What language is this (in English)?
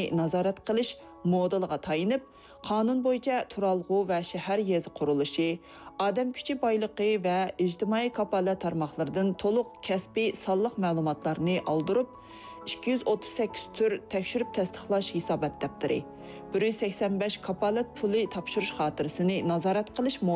Uyghur